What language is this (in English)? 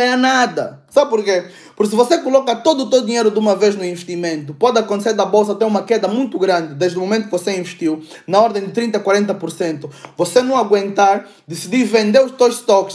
Portuguese